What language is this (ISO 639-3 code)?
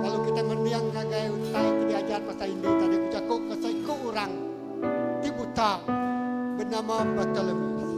iba